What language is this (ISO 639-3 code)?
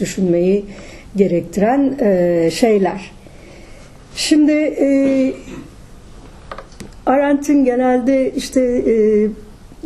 tur